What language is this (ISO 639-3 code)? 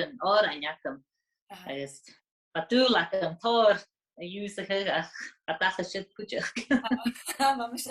gla